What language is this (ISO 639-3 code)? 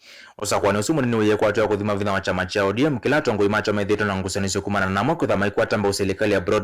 kam